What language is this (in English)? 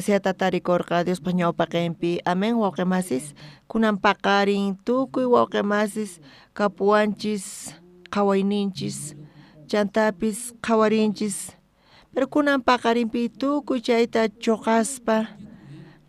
South Bolivian Quechua